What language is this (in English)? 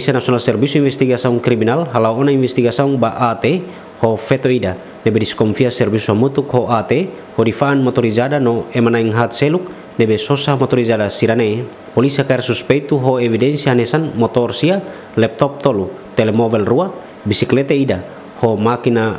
Tetum